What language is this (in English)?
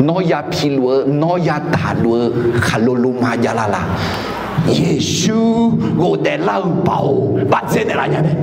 Akha